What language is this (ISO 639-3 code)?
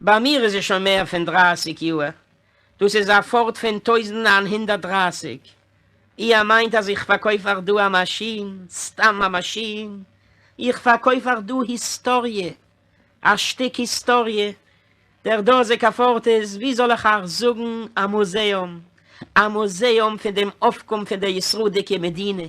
yid